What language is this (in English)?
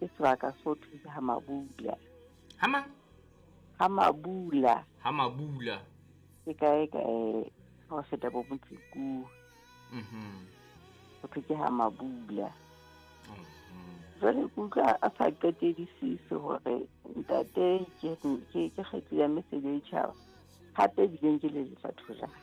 Southern Sotho